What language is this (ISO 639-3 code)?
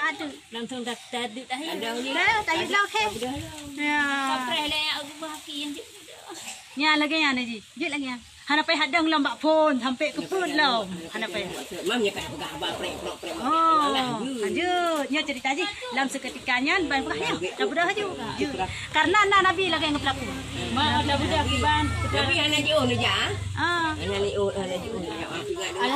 ace